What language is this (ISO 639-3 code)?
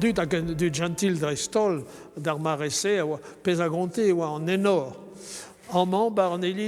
bre